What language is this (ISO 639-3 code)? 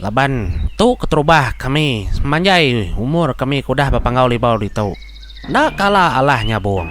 iba